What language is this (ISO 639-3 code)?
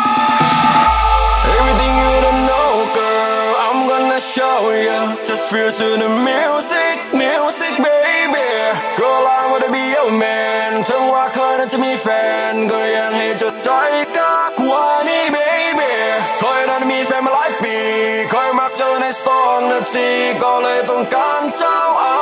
tha